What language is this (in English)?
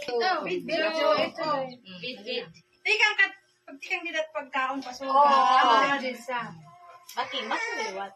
Waray